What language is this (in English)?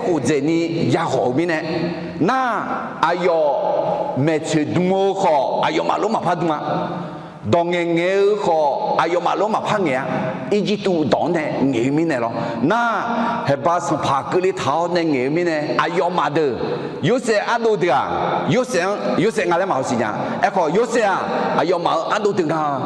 Akha